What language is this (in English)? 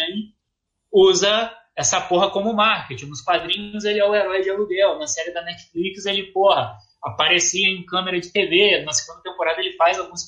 Portuguese